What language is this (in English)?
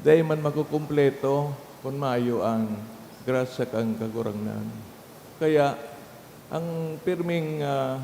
Bikol